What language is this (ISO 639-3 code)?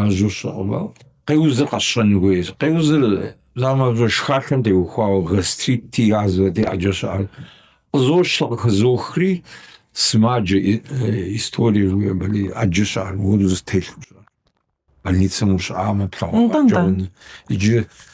kbd